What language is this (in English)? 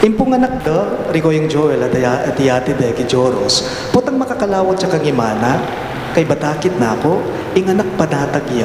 Pampanga